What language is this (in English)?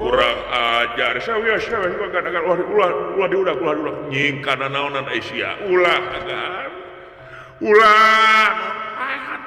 Sundanese